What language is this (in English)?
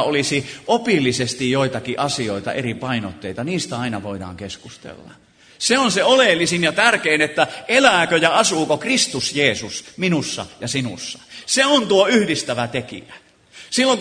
Finnish